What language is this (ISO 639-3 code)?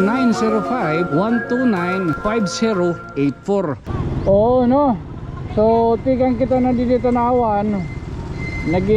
war